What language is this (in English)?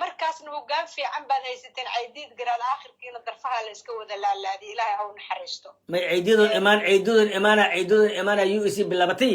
Somali